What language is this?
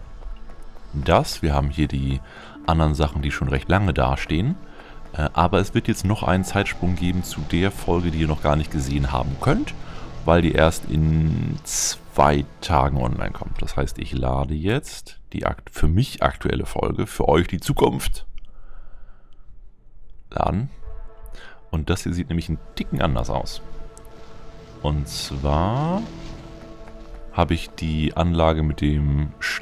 German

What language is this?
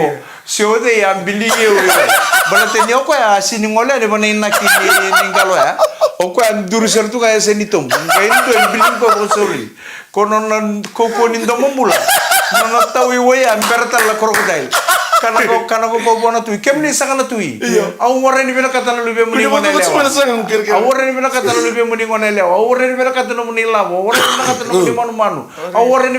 Fijian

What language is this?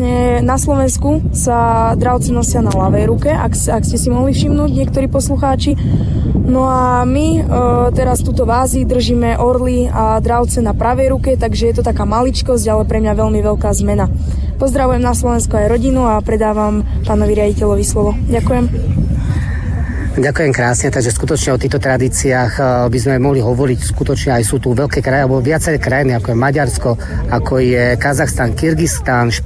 Slovak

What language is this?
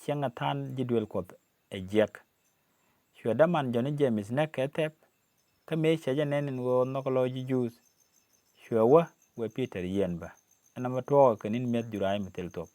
Nuer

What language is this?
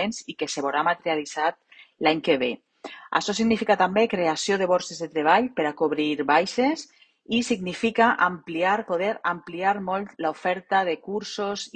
Catalan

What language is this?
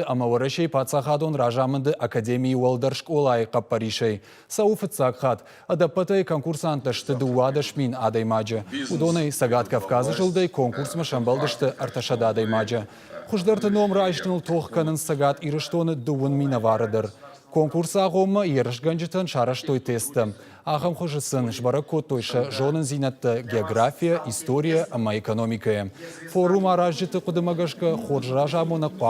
Ossetic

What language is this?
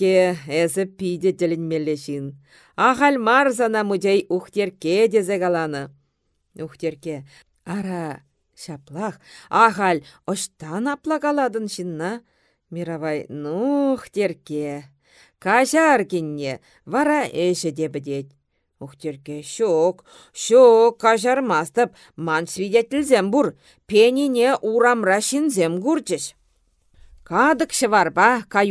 Chuvash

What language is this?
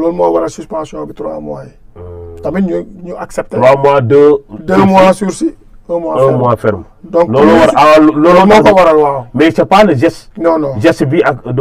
Wolof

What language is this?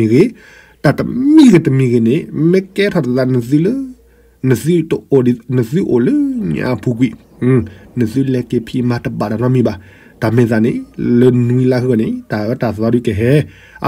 S'gaw Karen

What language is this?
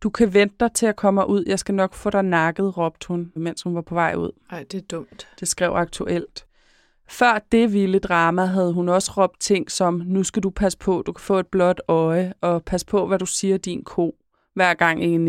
Danish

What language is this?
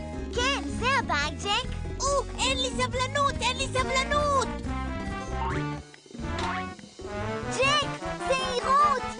Hebrew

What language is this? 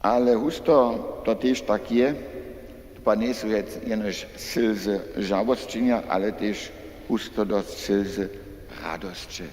Upper Sorbian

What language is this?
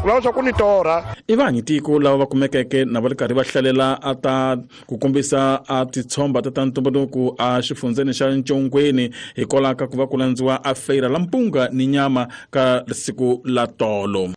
Tsonga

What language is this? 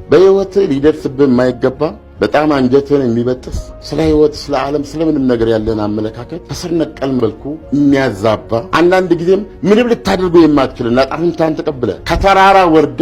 Amharic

